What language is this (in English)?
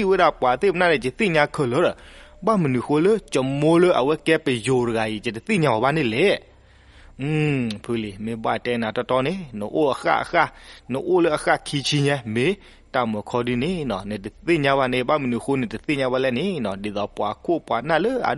S'gaw Karen